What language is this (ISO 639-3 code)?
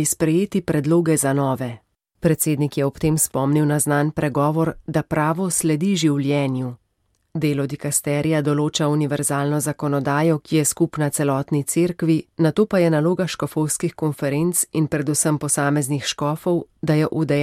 slv